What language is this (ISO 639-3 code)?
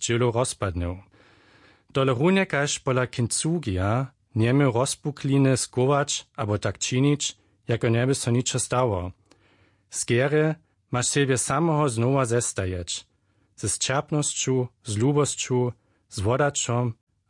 hsb